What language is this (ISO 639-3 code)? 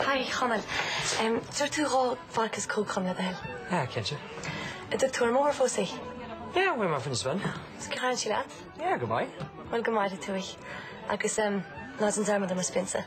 gle